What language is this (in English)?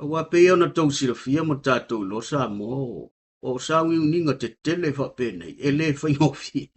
Samoan